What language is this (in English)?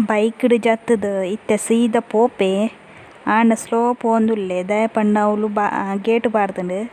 Tulu